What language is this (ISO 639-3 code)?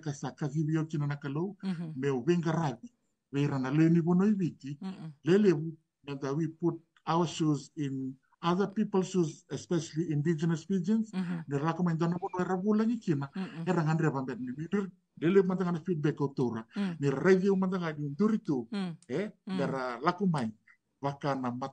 fij